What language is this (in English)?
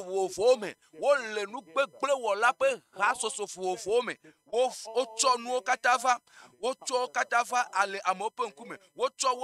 Ewe